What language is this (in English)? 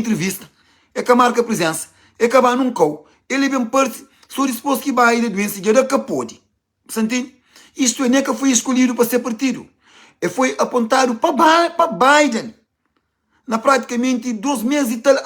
Kabuverdianu